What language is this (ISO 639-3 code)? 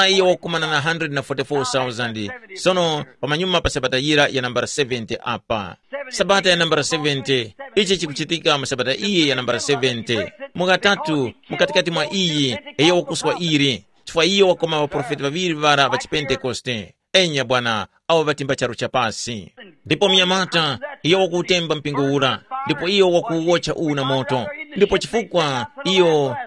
tum